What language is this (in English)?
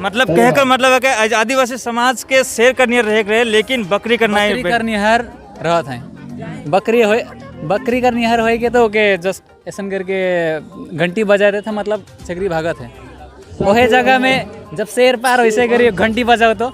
Sadri